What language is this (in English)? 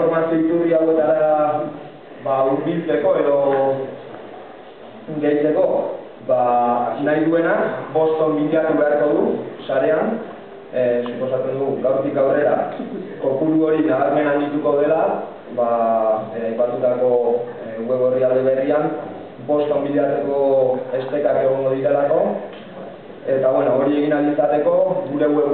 Basque